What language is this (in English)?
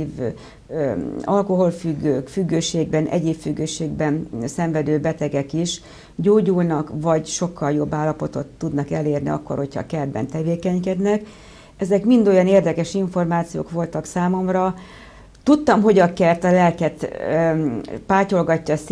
Hungarian